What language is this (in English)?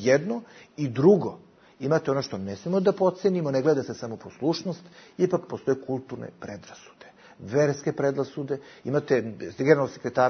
Bosnian